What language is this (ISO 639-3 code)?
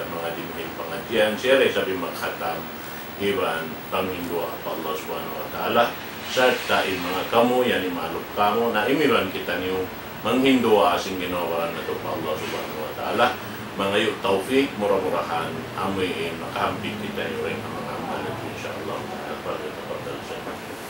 tsg